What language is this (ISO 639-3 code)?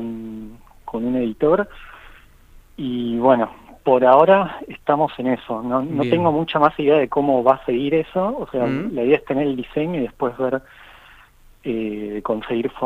spa